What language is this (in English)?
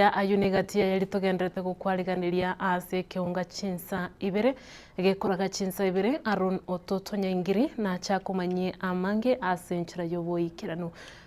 Gusii